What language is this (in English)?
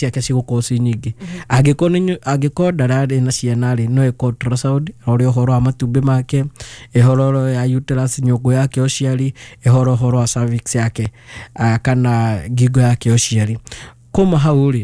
Kikuyu